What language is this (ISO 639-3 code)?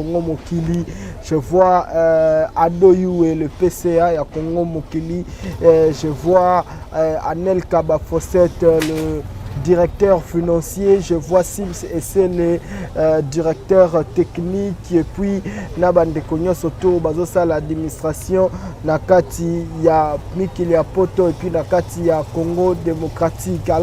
lin